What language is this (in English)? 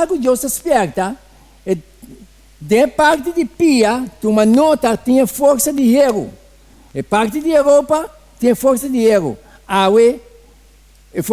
Papiamento